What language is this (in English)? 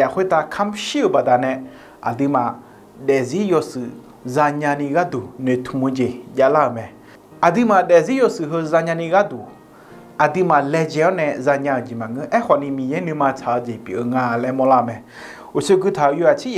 Akha